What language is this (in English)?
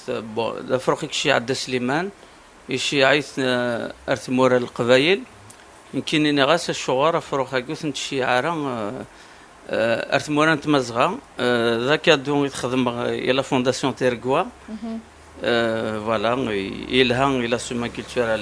Kabyle